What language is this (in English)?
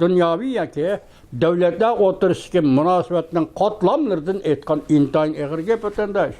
Uyghur